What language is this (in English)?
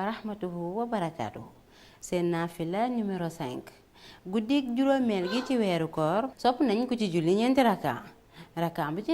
Wolof